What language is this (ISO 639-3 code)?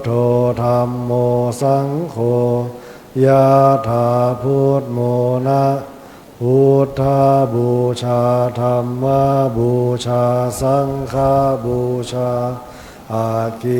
pli